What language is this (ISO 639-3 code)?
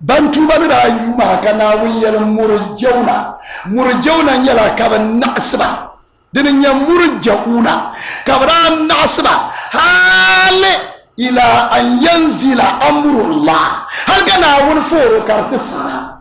dag